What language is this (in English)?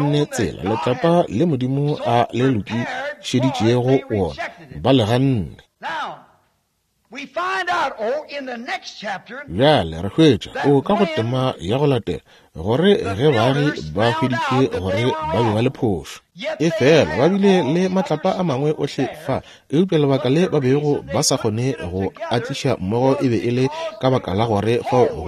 Northern Sotho